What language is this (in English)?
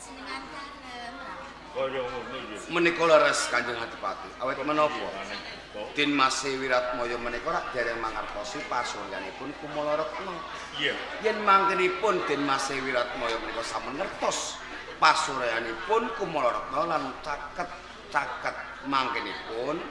Javanese